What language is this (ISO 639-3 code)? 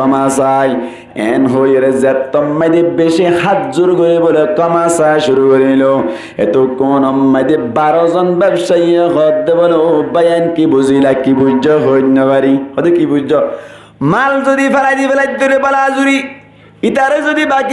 rhg